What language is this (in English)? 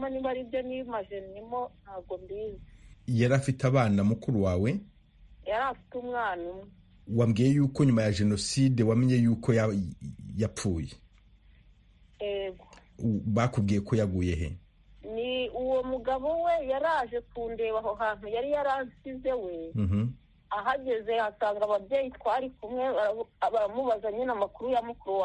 Kinyarwanda